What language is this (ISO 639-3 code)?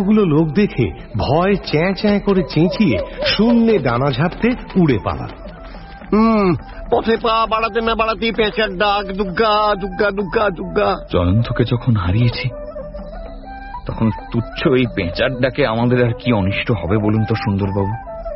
ben